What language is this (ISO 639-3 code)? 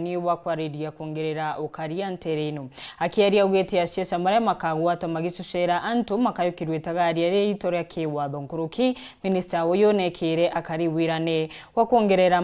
mer